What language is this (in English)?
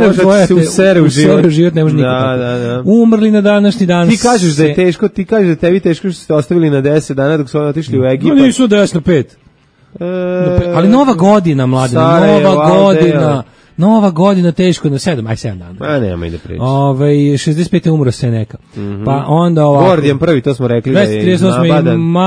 Serbian